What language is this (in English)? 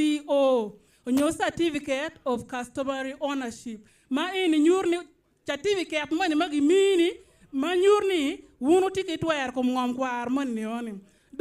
Acoli